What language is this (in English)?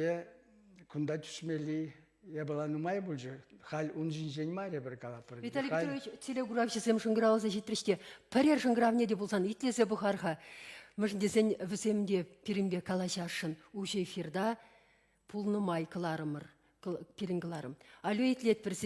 Chuvash